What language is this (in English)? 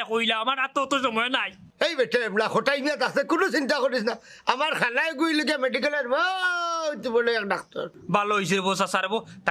Sylheti